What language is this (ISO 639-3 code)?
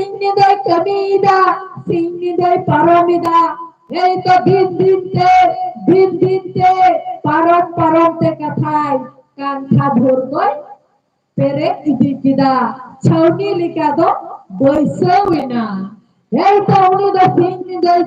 sat